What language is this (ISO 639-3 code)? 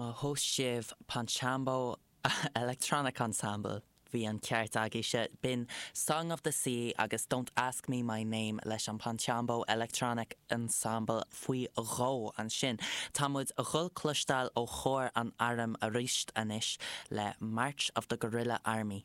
gle